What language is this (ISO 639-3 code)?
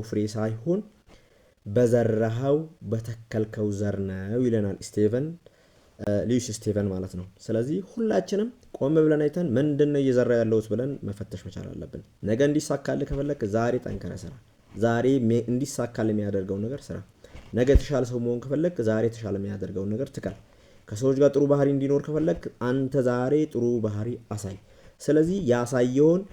amh